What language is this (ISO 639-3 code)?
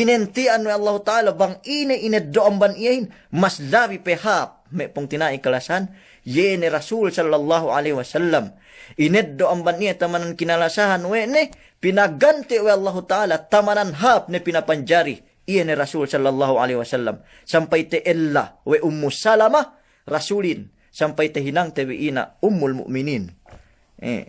yka